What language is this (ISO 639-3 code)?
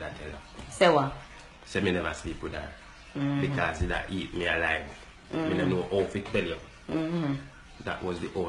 jam